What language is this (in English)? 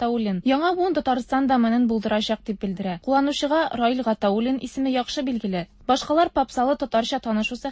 Tatar